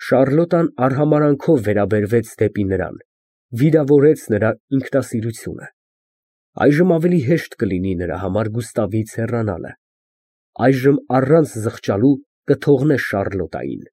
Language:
Armenian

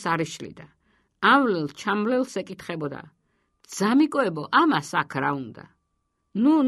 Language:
Georgian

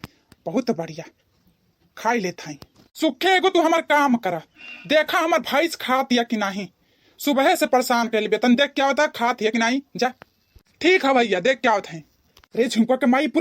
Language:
Bhojpuri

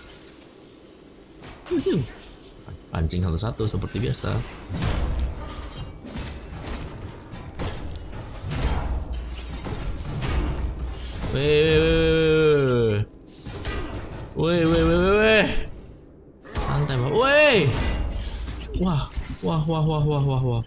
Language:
Indonesian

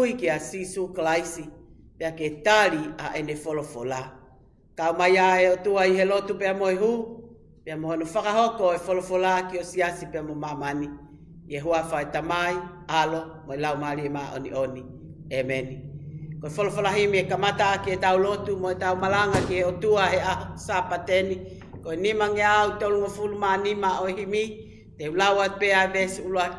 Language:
Tongan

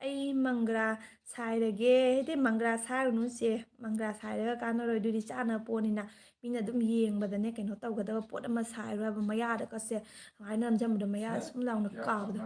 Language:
Manipuri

